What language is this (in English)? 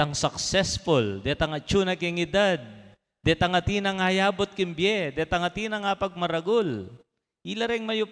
Pampanga